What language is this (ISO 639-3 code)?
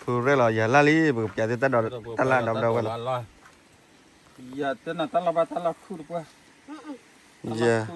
ksw